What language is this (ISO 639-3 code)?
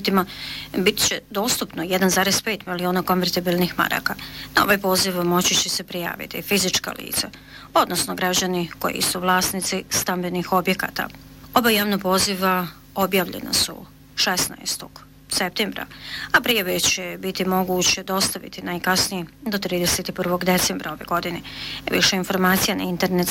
bos